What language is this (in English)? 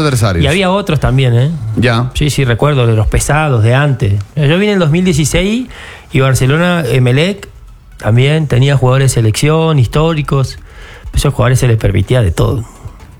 Spanish